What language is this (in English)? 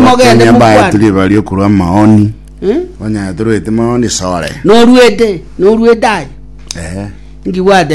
Gusii